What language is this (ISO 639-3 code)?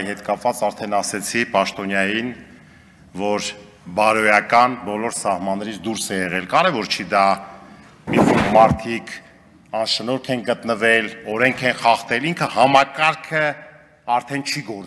hye